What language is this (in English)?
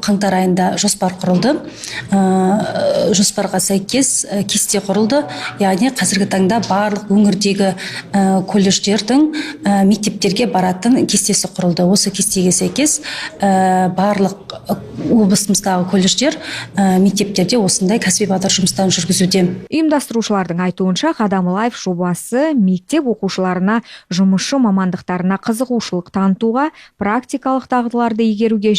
Kazakh